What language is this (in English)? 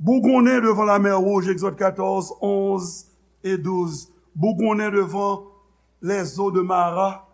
Haitian Creole